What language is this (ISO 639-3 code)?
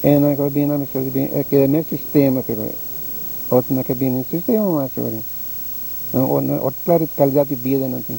pap